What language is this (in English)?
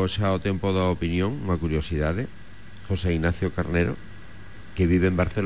Galician